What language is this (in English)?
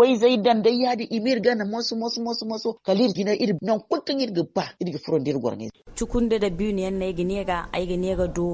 Zarma